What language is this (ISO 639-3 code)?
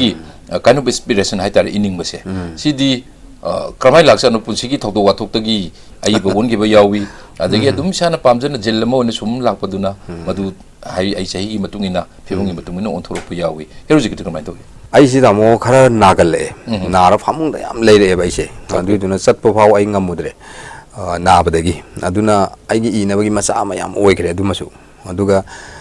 mni